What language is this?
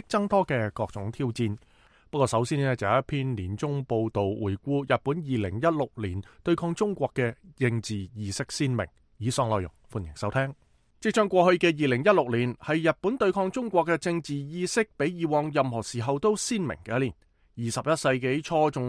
Cantonese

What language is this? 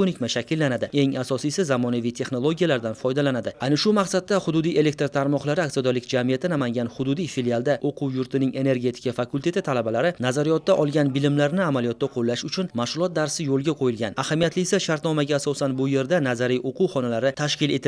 Uzbek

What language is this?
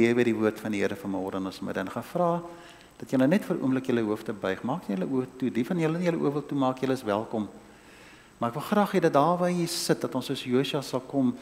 Afrikaans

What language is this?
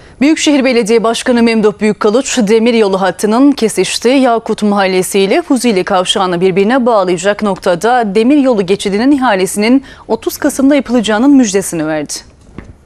Turkish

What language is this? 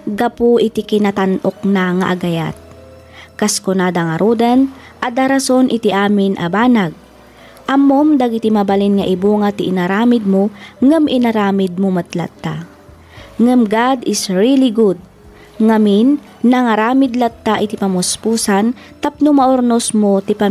Iloko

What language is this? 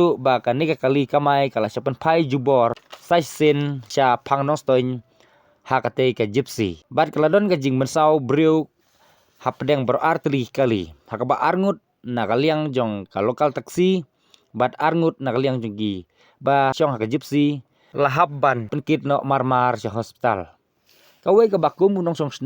Khasi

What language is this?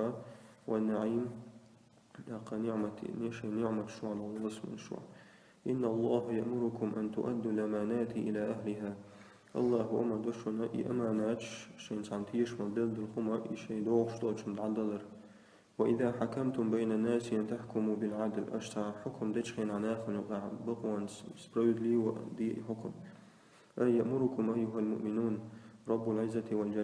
Chechen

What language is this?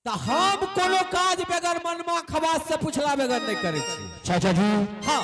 Angika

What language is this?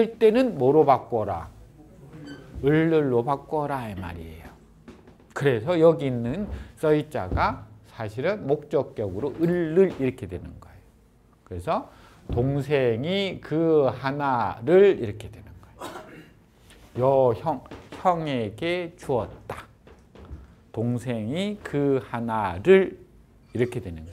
Korean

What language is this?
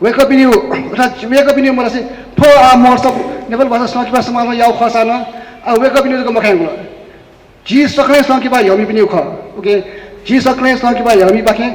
Newari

